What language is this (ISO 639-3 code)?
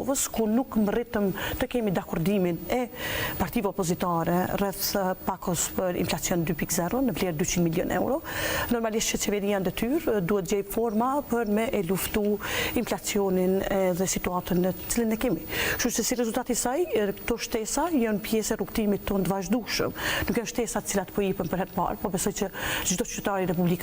sqi